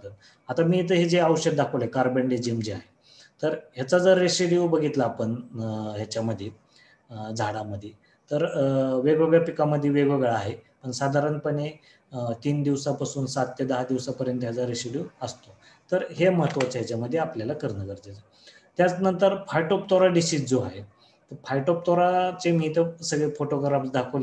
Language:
Marathi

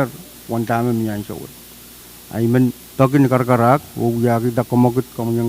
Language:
Pohnpeian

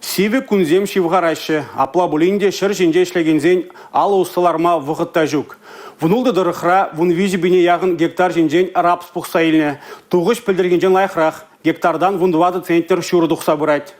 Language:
Chuvash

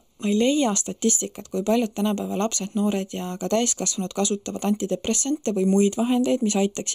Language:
Estonian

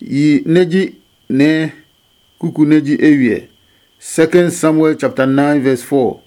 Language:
Adangme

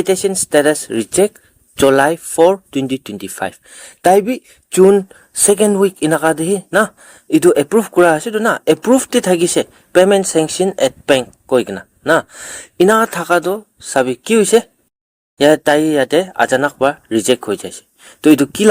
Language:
Naga Pidgin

